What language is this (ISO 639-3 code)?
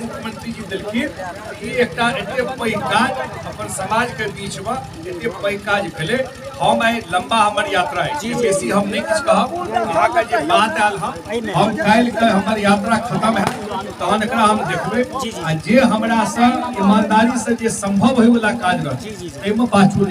mai